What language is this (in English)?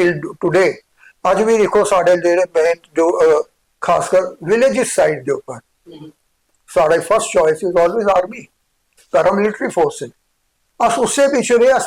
Dogri